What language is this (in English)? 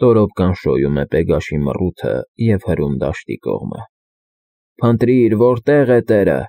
Armenian